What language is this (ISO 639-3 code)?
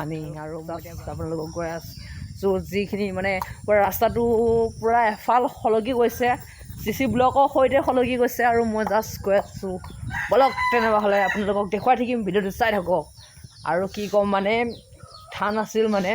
asm